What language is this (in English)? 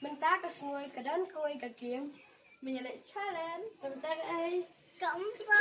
Khasi